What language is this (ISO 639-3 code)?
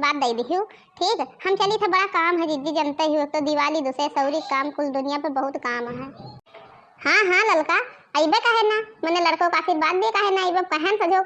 awa